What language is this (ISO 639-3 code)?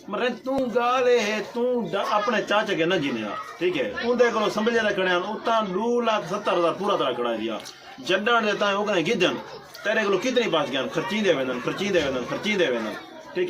skr